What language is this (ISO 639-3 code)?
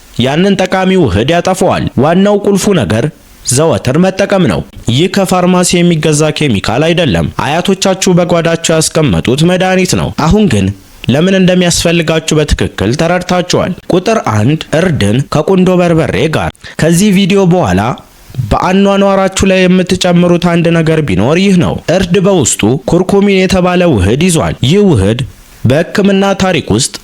amh